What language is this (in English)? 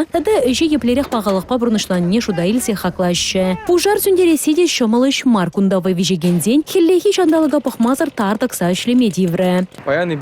Chuvash